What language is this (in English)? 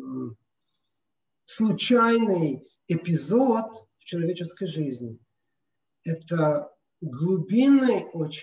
Russian